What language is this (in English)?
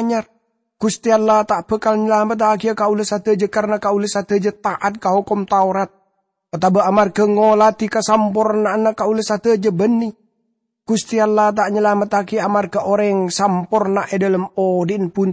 Madurese